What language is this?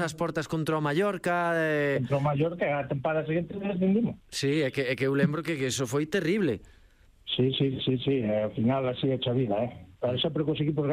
Galician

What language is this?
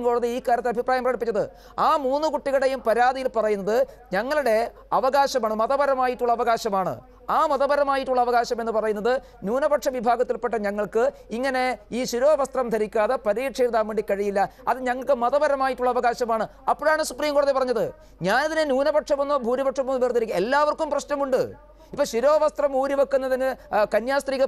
Malayalam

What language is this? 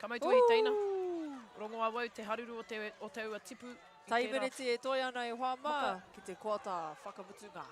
Māori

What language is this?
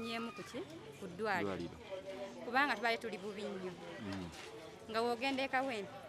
Ganda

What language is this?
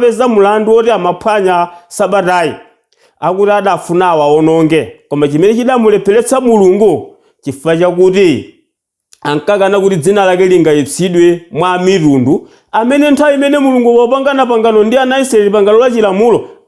Nyanja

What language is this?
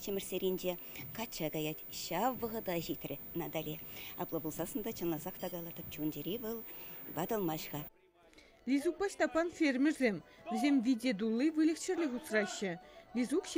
Chuvash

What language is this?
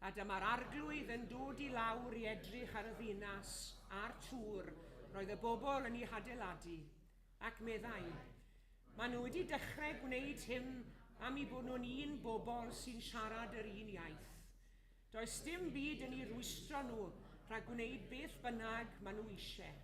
Welsh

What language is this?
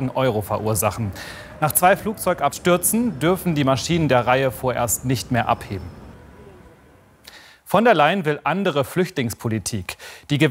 German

